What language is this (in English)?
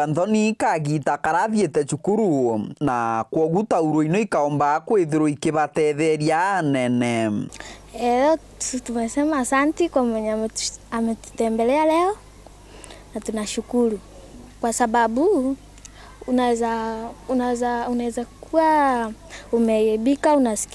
Meru